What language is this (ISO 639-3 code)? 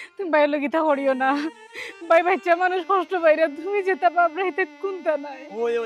syl